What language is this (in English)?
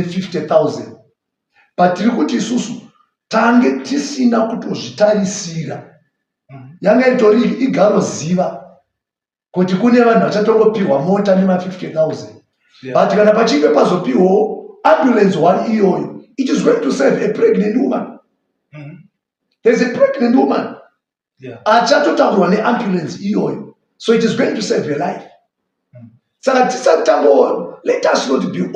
Shona